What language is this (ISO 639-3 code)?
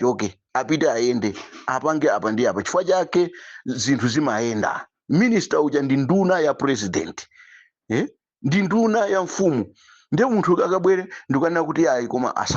nya